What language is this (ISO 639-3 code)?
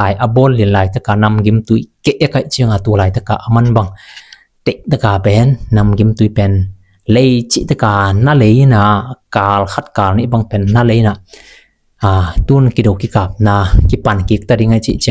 ctd